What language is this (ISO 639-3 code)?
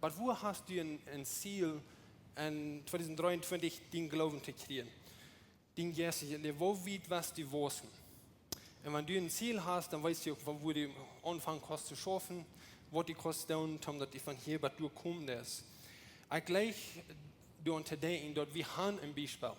pdt